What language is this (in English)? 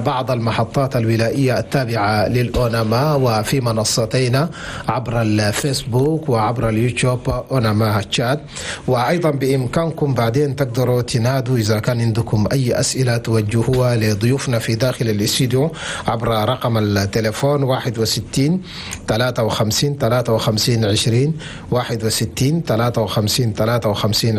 Chadian Arabic